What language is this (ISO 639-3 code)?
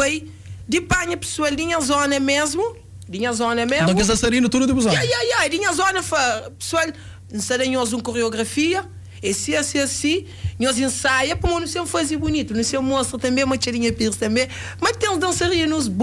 kea